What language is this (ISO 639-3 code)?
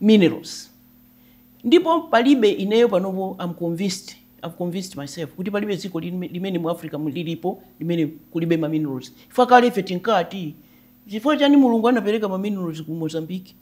nya